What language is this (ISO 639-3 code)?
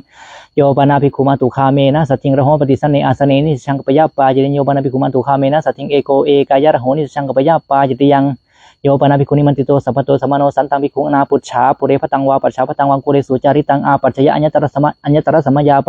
pli